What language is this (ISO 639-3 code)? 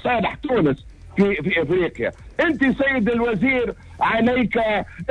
aeb